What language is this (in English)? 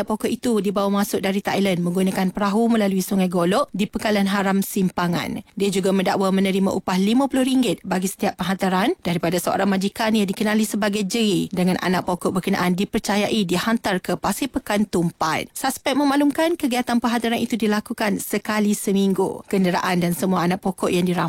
Malay